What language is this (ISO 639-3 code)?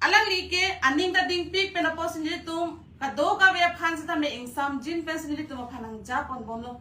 mjw